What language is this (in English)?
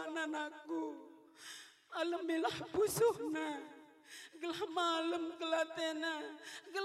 Batak Karo